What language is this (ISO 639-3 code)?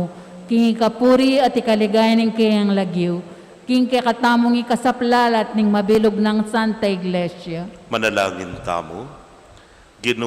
pam